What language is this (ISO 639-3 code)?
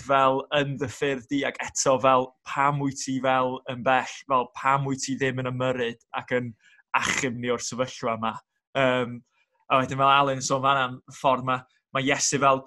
cym